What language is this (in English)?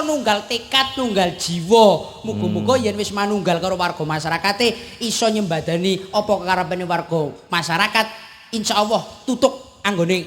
Javanese